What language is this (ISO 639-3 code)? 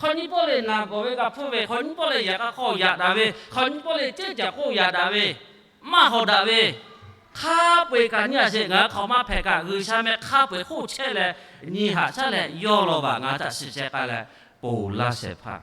lhu